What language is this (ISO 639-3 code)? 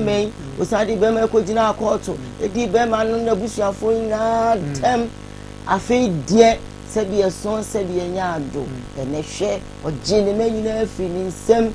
aka